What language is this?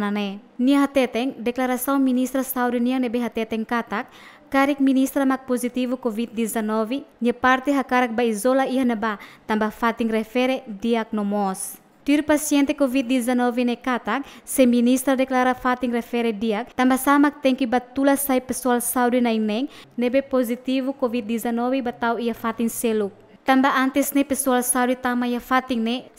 Tetum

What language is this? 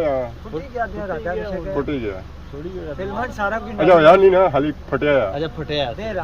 Pahari-Potwari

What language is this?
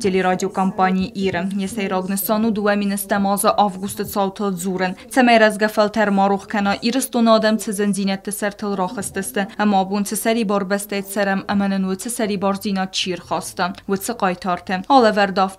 Ossetic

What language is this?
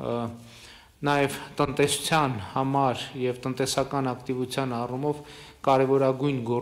Armenian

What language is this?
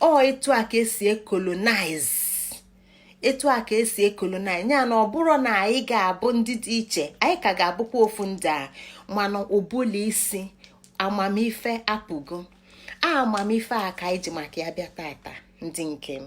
Igbo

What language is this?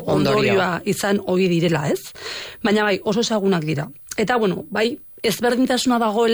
Basque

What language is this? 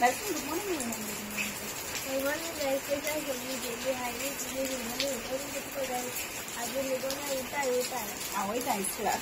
Konkani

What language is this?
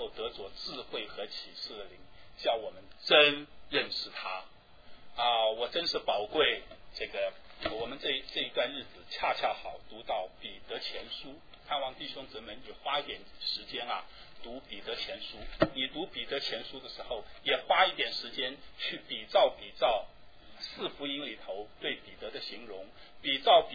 Chinese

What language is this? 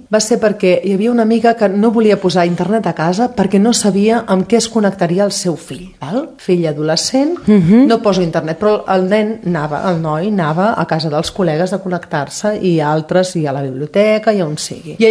Catalan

